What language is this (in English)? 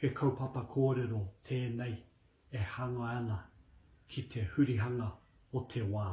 Māori